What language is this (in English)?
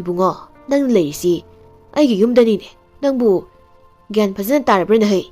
Manipuri